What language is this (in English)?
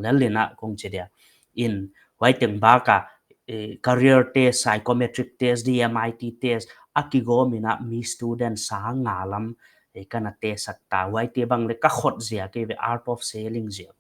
Paite Chin